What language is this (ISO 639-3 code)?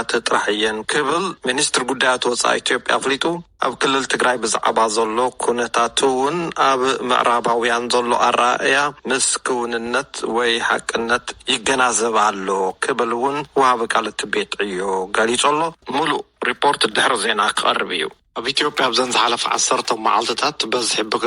tir